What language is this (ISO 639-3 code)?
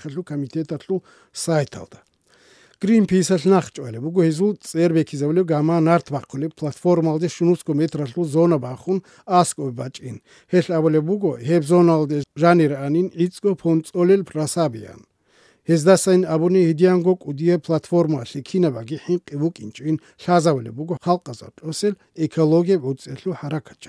ava